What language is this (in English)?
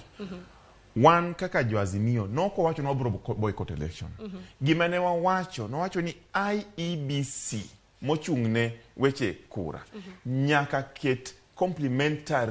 Luo (Kenya and Tanzania)